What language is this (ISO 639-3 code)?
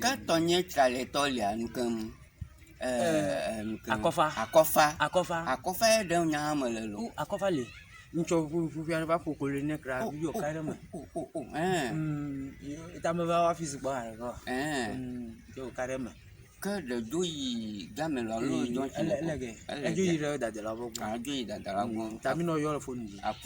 ewe